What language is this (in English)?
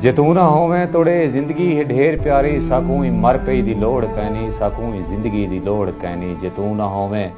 Saraiki